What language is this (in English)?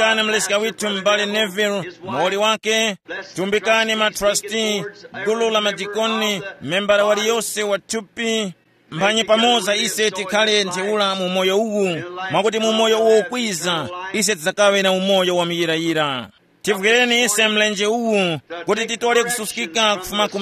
Tumbuka